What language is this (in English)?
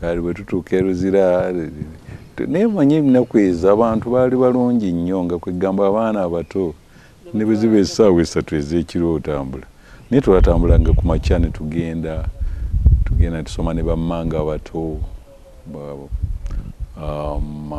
Ganda